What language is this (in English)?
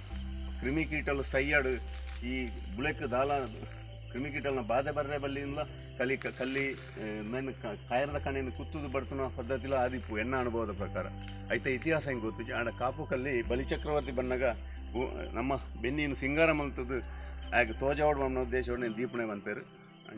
Tulu